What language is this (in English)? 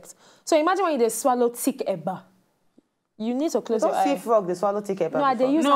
Nigerian Pidgin